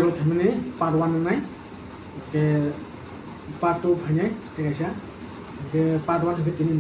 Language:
Kok Borok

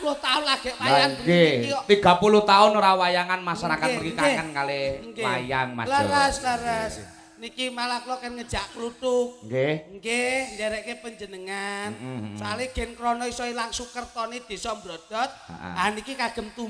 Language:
Javanese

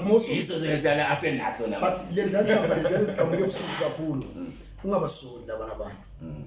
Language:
Zulu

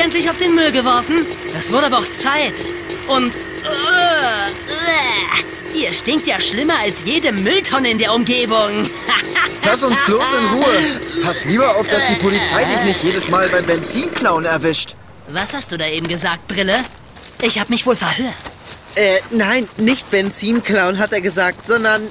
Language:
German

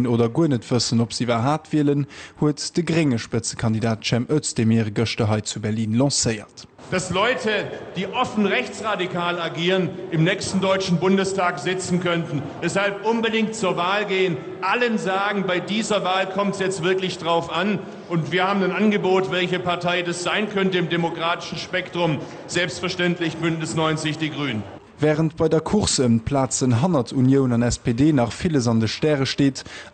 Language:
Luxembourgish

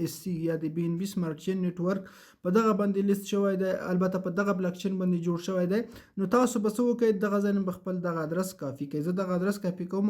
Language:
Pashto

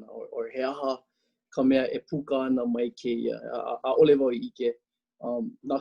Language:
Hawaiian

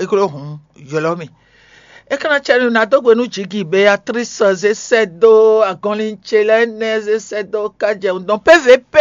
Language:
Fon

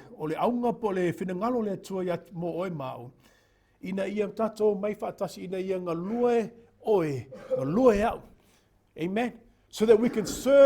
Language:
Samoan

